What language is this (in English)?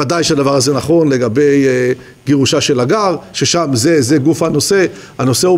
Hebrew